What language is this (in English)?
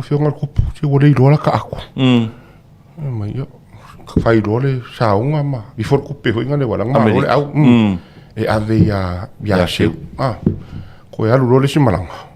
Samoan